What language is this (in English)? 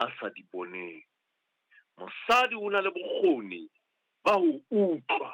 Southern Sotho